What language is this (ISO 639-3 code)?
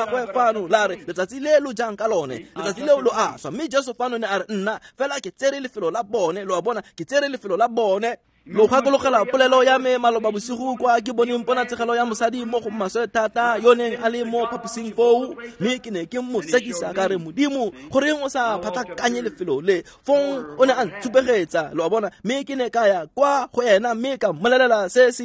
tsn